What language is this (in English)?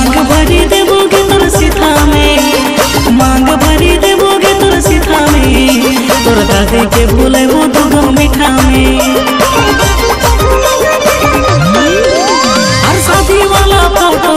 Bhojpuri